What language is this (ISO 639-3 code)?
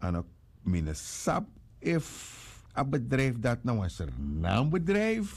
srn